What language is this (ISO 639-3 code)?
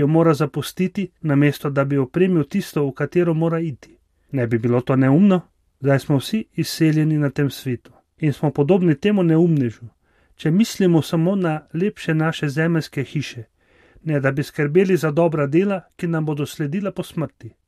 slv